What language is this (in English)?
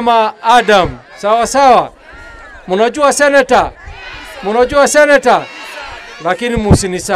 Swahili